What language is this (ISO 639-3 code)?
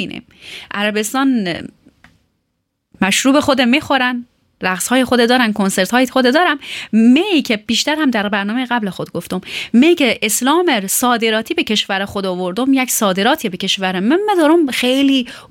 fas